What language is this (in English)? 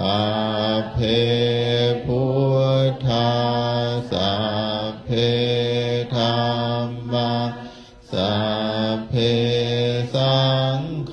Pali